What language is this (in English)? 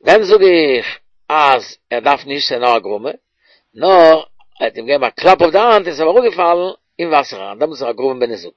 Yiddish